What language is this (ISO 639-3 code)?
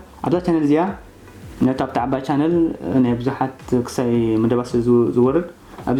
tir